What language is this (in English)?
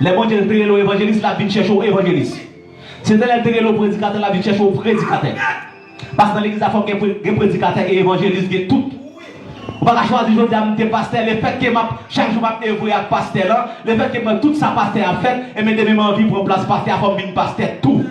Haitian Creole